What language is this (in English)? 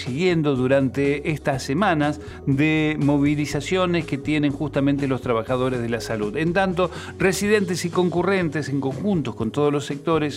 Spanish